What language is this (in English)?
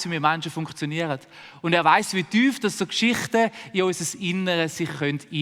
Swiss German